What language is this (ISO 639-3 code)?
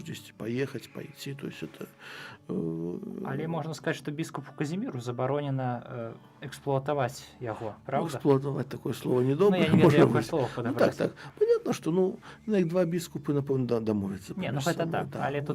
bel